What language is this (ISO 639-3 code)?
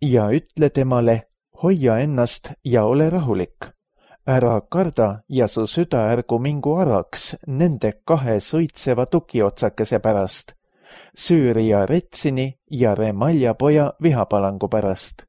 est